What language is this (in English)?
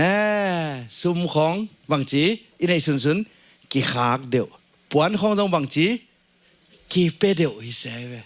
Tedim Chin